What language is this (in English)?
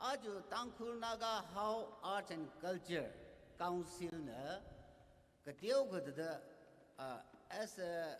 Tangkhul Naga (India)